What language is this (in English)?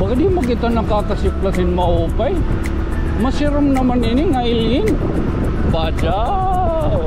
Waray